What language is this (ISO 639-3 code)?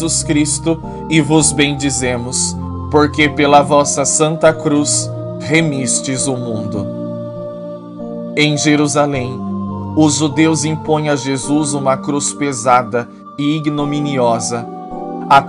por